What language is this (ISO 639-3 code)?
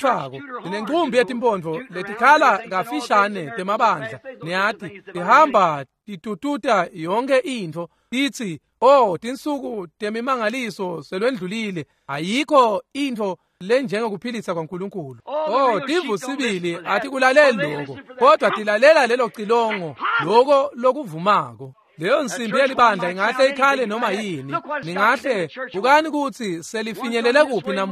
ssw